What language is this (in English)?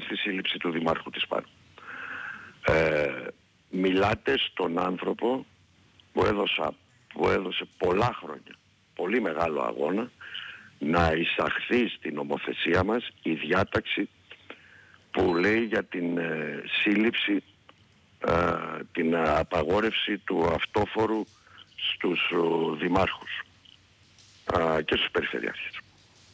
Greek